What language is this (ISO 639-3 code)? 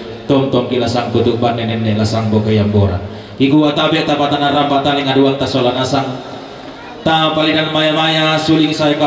sda